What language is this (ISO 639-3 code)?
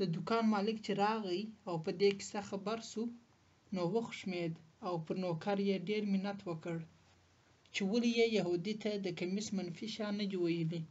pus